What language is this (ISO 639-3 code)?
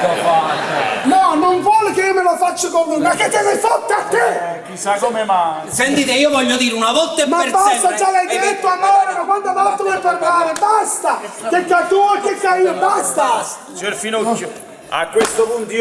nap